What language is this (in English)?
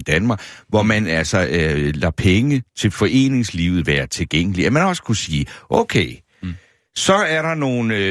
Danish